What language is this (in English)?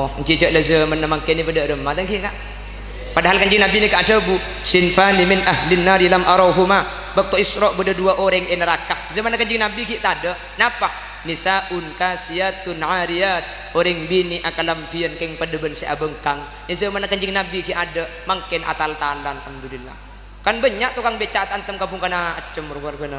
Madurese